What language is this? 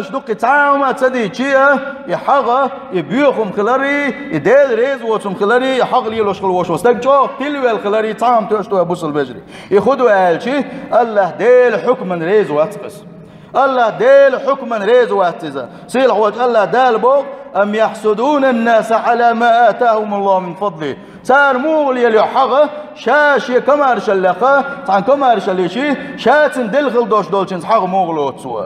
Chechen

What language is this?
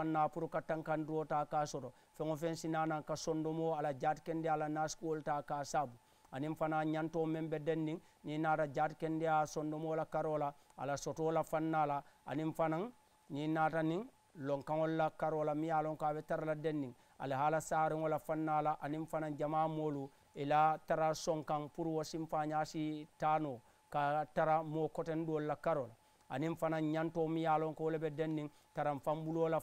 Mandingo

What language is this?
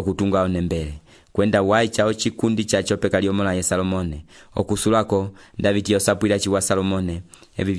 Umbundu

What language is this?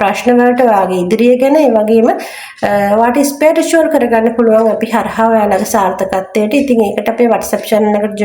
Sinhala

